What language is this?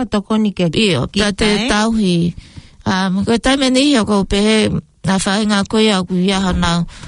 Tongan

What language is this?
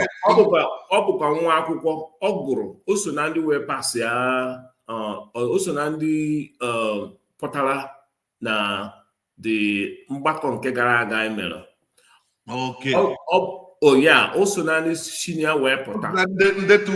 Igbo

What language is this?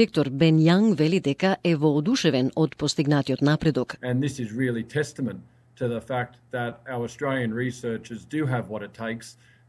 Macedonian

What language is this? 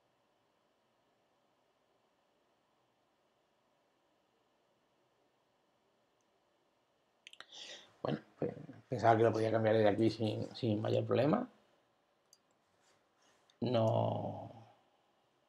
Spanish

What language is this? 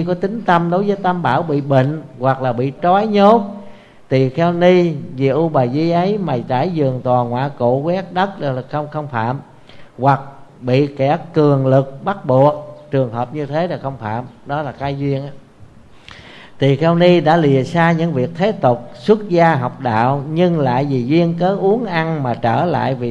Vietnamese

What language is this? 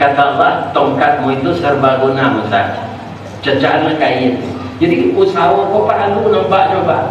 Minangkabau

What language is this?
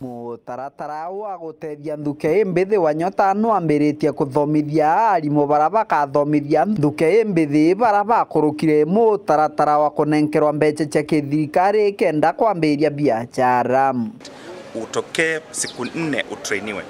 Meru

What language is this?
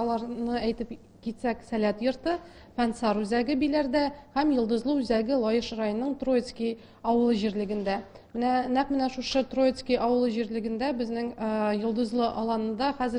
Tatar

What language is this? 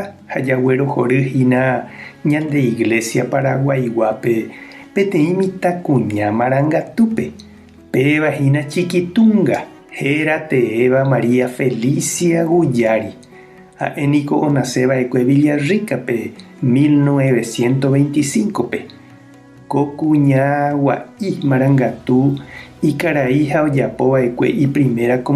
Guarani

